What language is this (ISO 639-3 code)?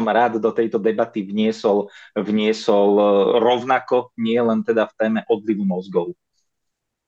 slk